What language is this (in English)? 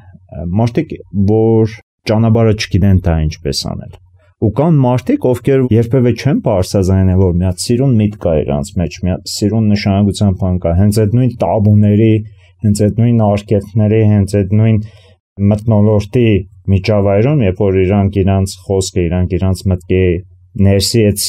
Armenian